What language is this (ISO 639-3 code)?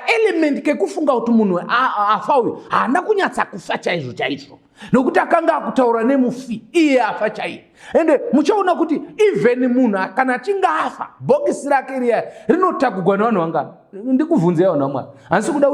sna